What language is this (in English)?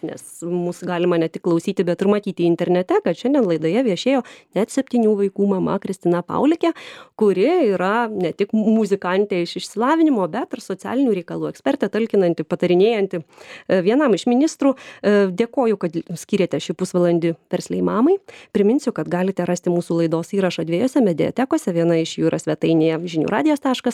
Lithuanian